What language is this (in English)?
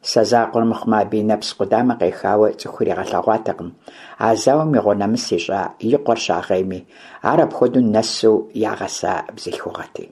Kabardian